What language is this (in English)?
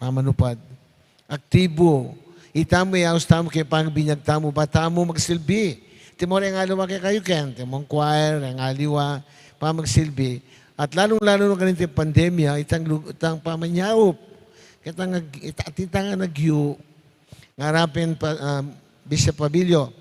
Pampanga